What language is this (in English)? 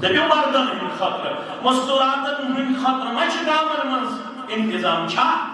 Kashmiri